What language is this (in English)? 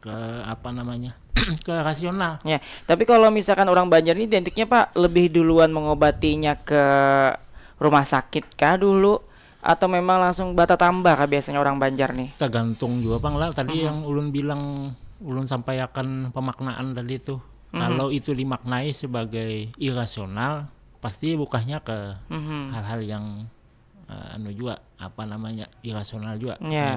Banjar